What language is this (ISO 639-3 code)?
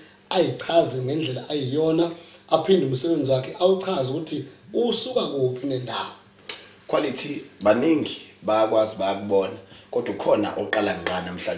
zul